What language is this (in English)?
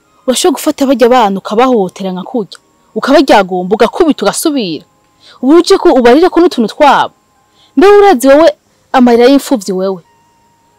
Rundi